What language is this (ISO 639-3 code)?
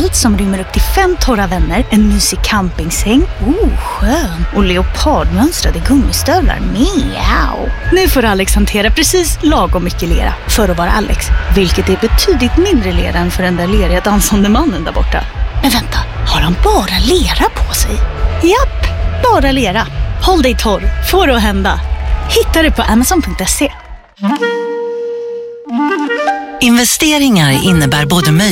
swe